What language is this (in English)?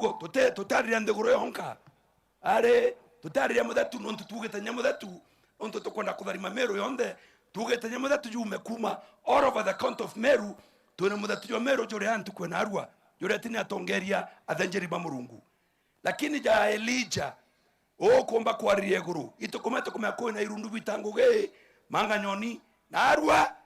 Meru